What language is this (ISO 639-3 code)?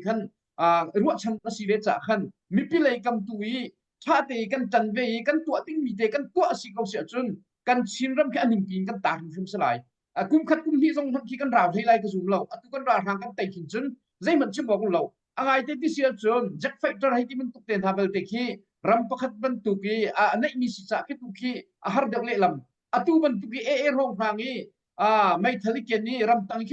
cnh